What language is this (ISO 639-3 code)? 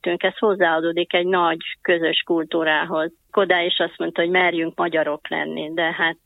hun